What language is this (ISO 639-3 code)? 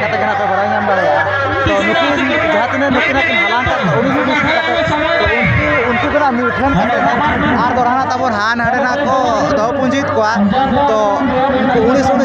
sat